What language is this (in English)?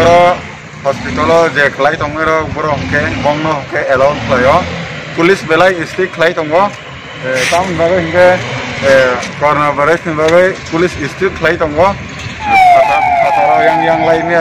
Kok Borok